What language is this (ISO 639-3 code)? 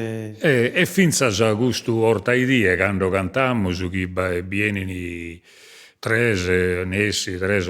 srd